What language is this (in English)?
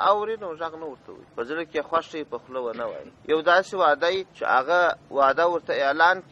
Pashto